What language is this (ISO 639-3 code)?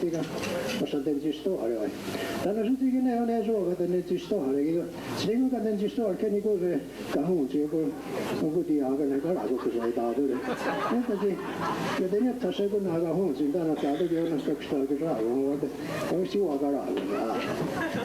moh